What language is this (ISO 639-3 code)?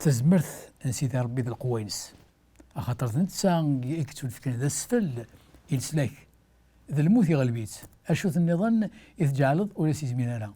kab